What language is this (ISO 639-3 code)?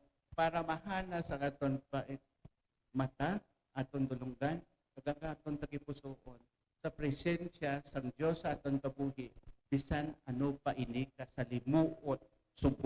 hil